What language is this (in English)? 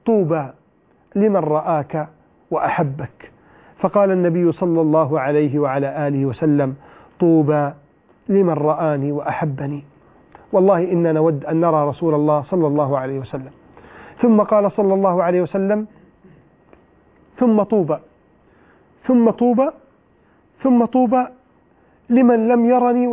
Arabic